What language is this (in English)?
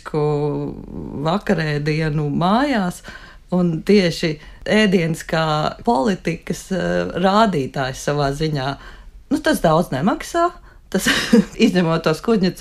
Latvian